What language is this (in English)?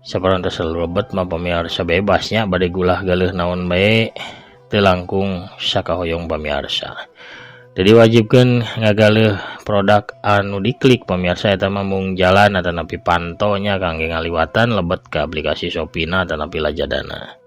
Sundanese